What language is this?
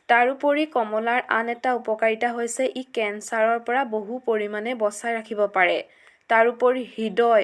Assamese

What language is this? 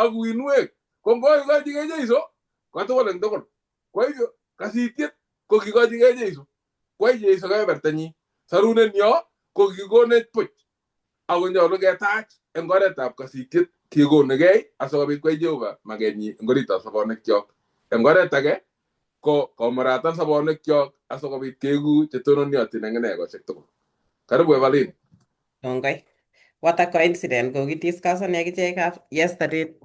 Kalenjin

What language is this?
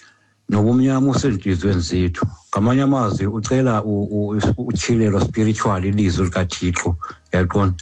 Xhosa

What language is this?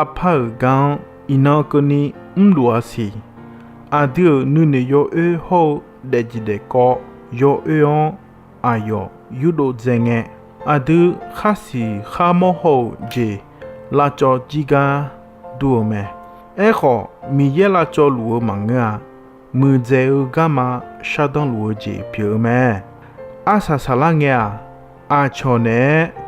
Akha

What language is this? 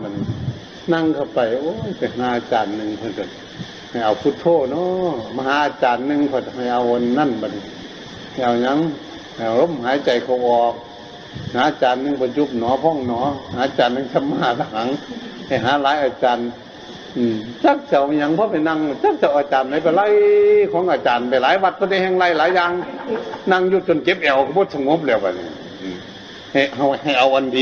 Northeastern Thai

